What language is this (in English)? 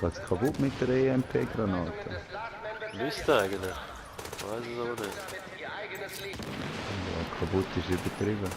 Swiss German